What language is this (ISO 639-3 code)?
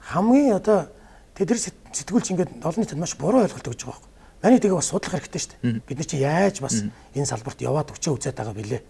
mon